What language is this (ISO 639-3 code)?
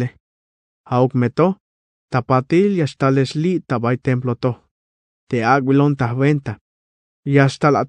tzh